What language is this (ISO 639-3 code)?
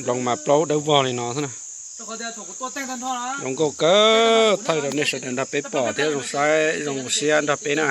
hmn